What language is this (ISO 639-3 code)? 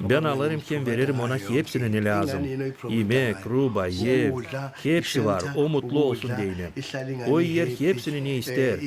gag